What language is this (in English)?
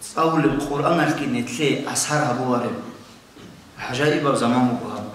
Avaric